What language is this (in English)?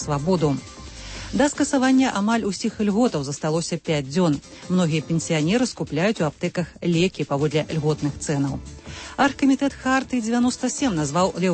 Belarusian